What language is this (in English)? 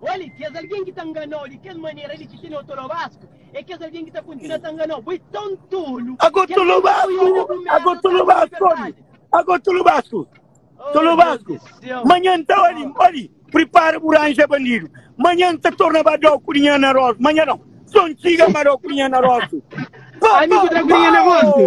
Kabuverdianu